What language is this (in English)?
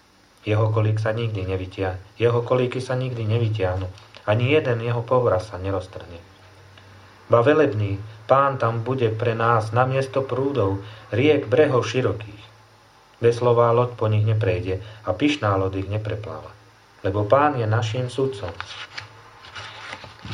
Slovak